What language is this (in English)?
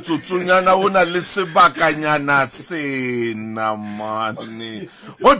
Southern Sotho